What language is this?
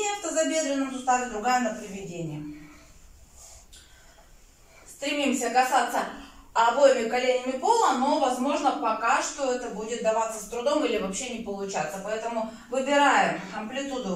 Russian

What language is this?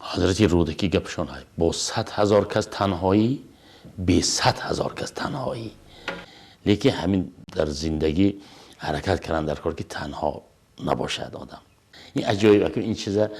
Tajik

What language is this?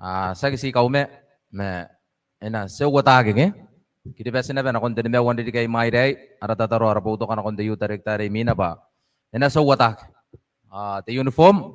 Gilbertese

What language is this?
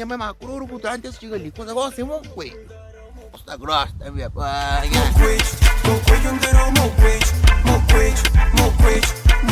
Kabuverdianu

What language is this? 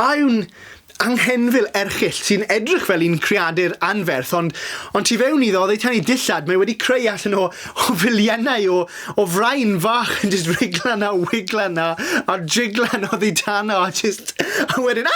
Welsh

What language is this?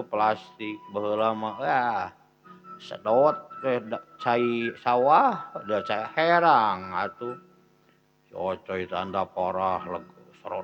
Sundanese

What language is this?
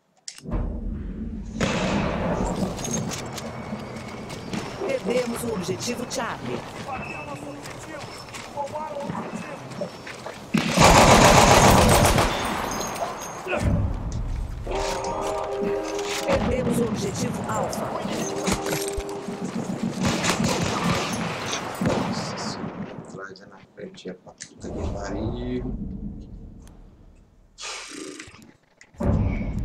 Portuguese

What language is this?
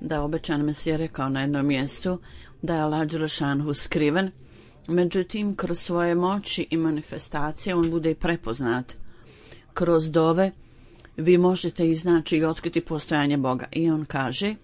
Bosnian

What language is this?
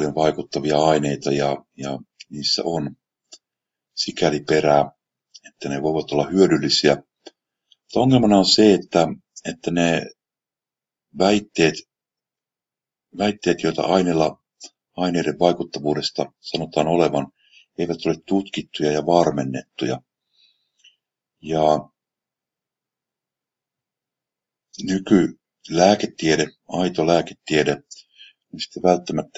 Finnish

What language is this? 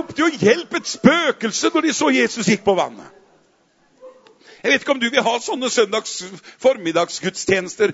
Norwegian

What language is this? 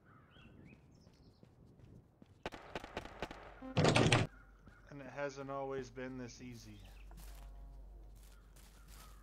English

